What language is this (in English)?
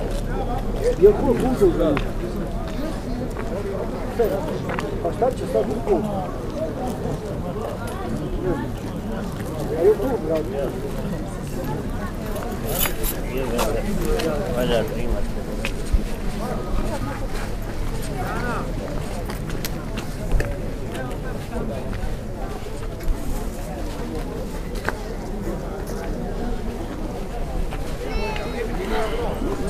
Bosnian